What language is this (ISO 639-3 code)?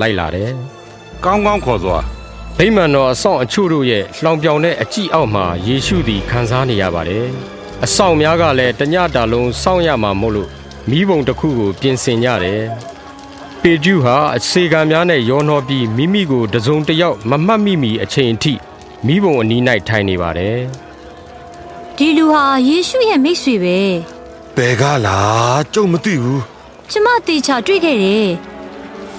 mya